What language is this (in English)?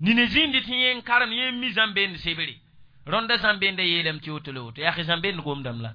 Mossi